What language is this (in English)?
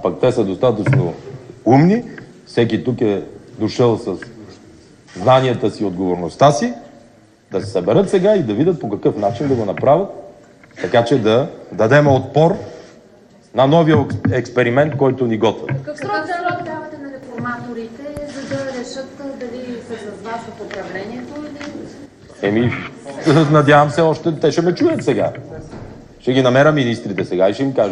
Bulgarian